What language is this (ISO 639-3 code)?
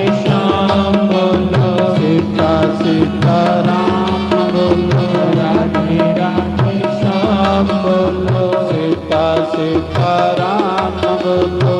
doi